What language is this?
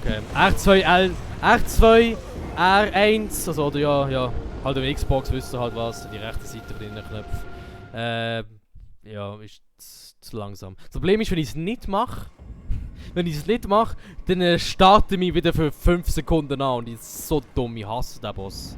Swiss German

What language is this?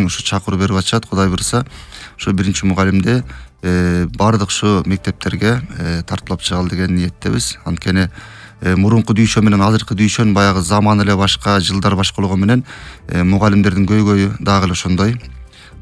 Kyrgyz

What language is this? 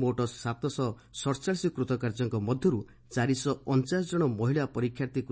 Odia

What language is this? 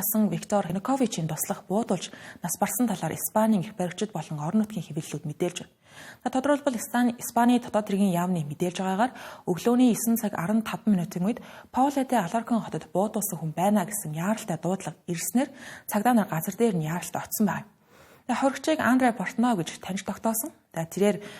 Mongolian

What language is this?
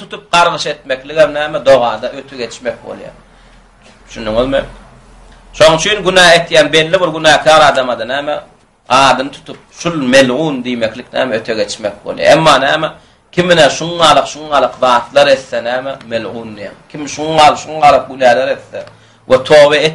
Turkmen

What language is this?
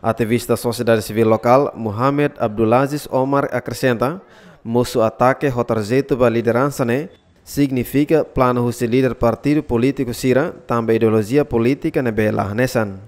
Tetum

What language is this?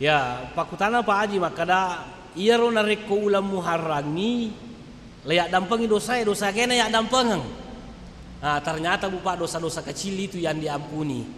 Buginese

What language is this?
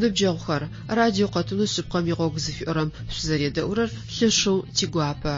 Adyghe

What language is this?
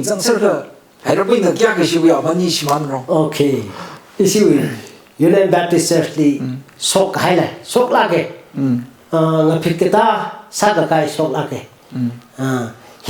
Tangkhul Naga (India)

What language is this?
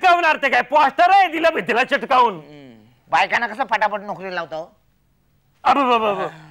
Marathi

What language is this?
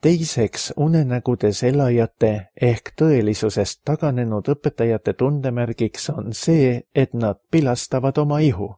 Estonian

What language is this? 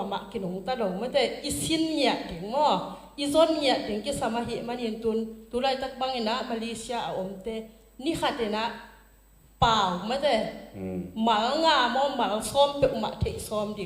Tedim Chin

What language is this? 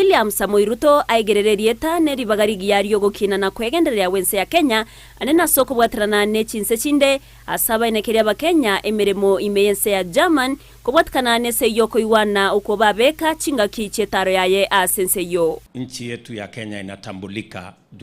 Gusii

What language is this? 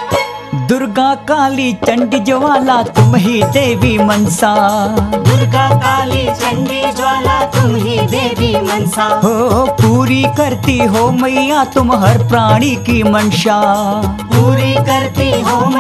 Hindi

